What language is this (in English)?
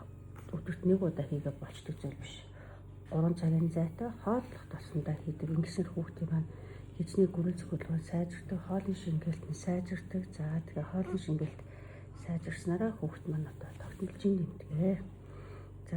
Mongolian